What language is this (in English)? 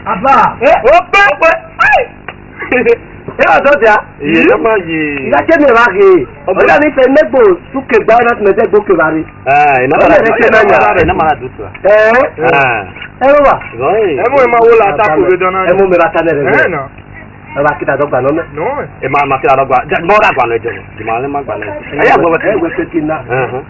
Esan